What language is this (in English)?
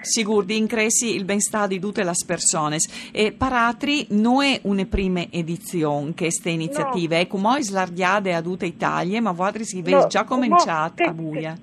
Friulian